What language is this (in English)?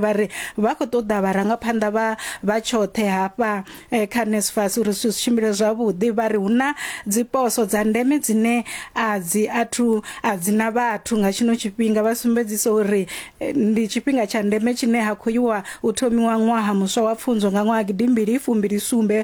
Venda